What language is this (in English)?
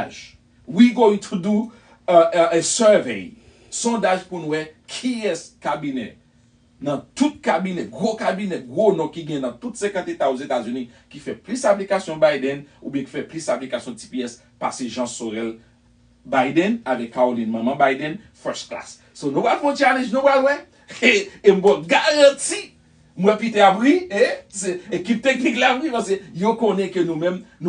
Haitian Creole